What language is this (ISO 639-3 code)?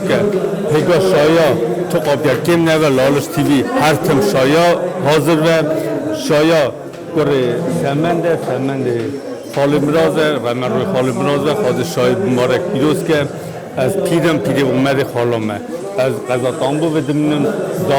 kur